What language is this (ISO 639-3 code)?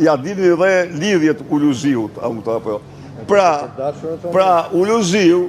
sqi